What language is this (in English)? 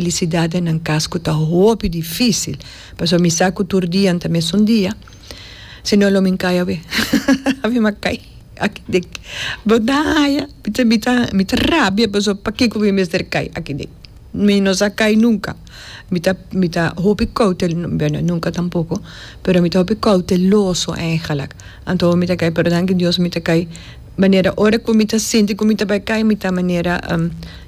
Papiamento